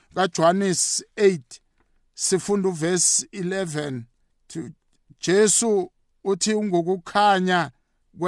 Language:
South Ndebele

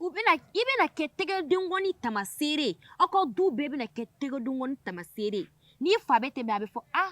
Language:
Bambara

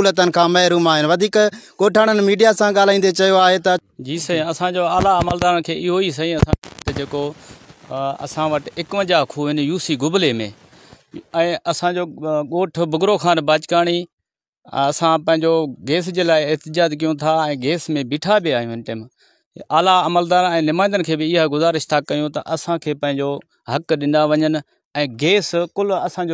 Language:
Sindhi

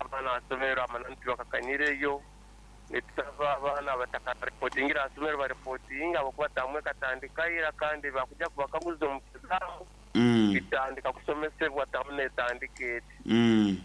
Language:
Nyoro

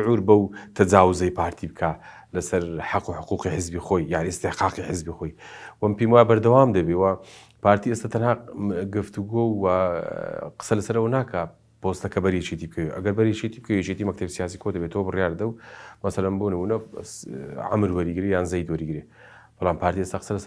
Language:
Central Kurdish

